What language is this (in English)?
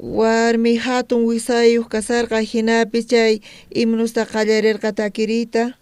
South Bolivian Quechua